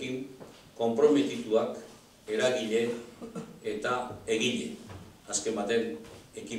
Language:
Basque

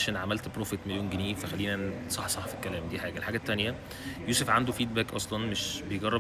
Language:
Egyptian Arabic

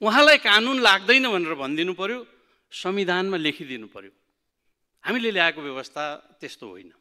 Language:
Nepali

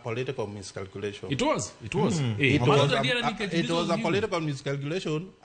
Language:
Luo (Kenya and Tanzania)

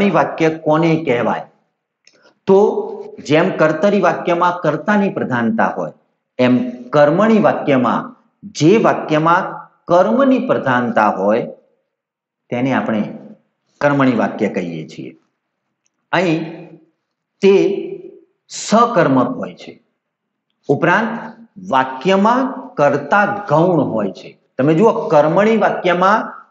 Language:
Gujarati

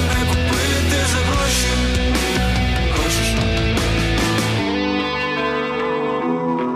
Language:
Ukrainian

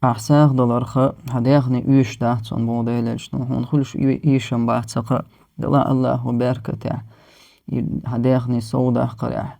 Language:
Chechen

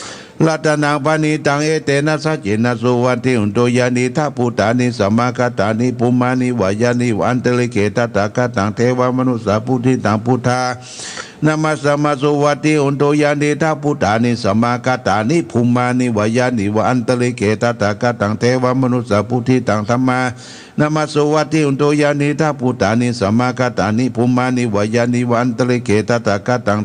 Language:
Pali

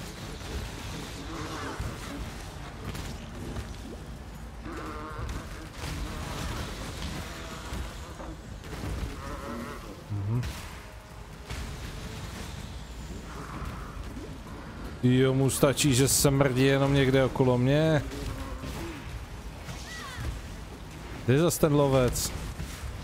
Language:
Czech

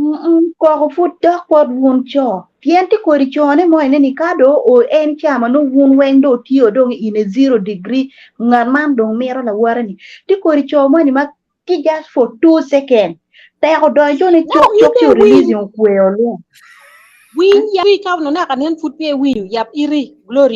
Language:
Acoli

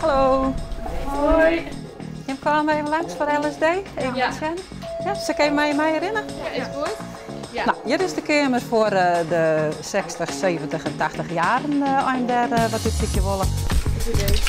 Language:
Western Frisian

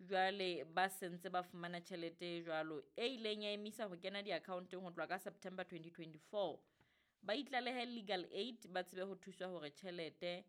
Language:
Southern Sotho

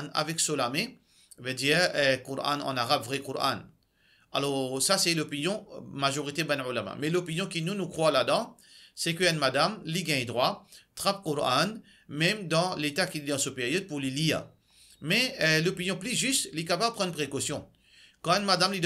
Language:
Morisyen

